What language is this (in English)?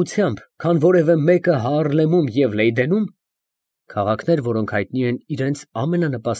Armenian